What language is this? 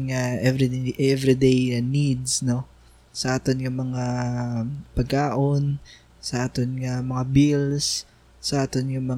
Hiligaynon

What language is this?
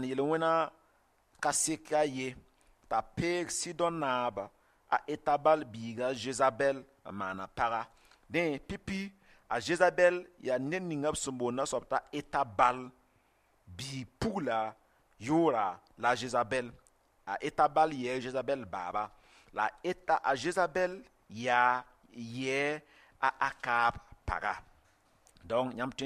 Mossi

